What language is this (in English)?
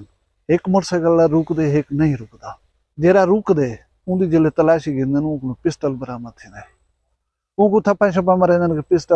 Saraiki